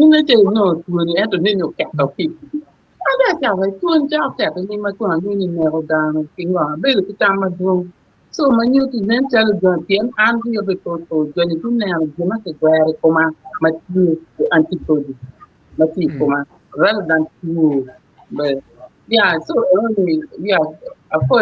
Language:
Acoli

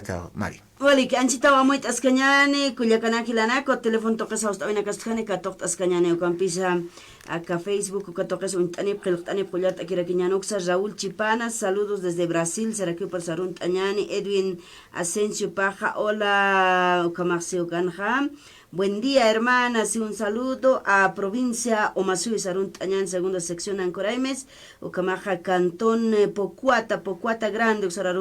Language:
Aymara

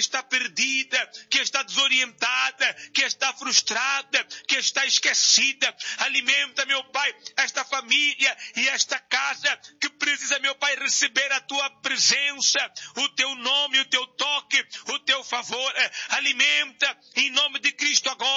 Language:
Portuguese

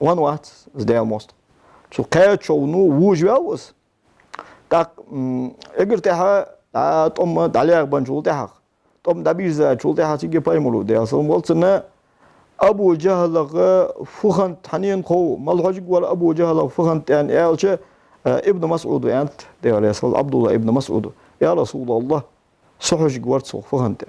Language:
Ingush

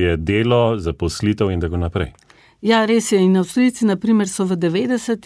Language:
Slovenian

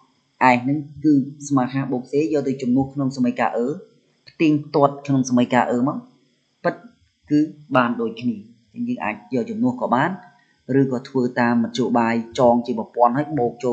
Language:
Khmer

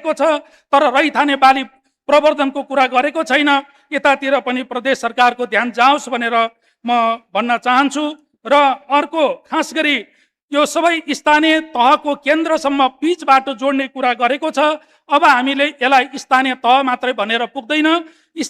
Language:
Nepali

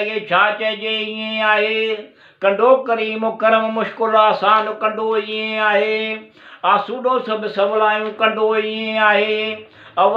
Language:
Sindhi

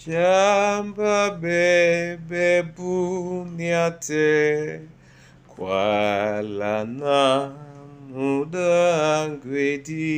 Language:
Duala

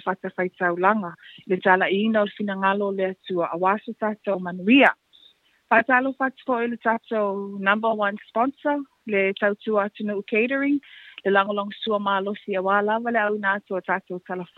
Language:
Samoan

